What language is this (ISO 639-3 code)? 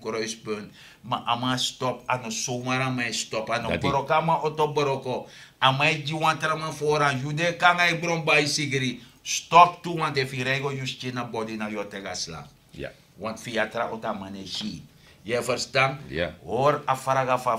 srn